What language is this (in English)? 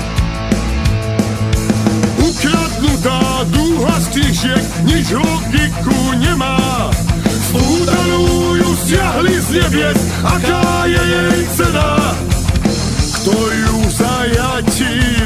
Slovak